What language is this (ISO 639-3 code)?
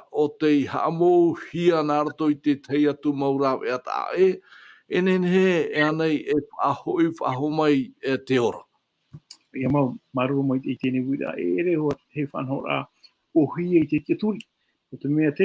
tah